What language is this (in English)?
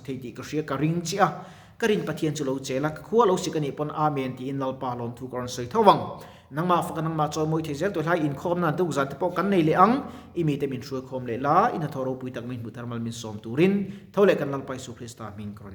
Mizo